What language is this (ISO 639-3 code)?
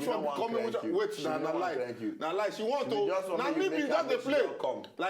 pcm